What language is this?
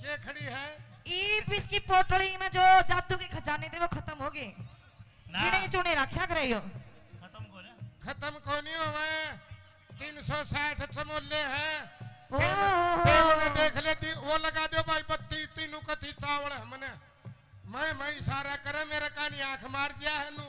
Haryanvi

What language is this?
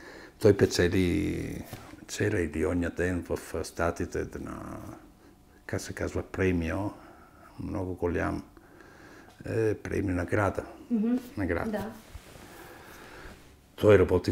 Bulgarian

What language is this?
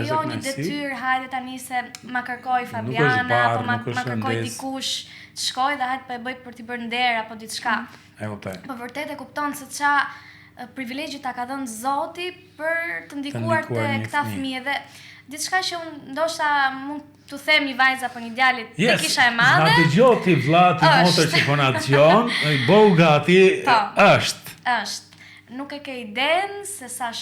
Albanian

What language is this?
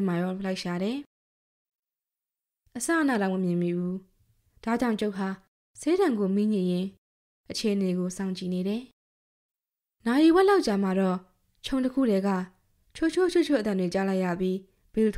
Burmese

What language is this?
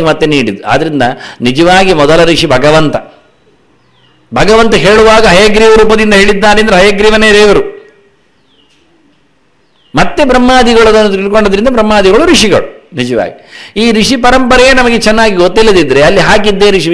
Kannada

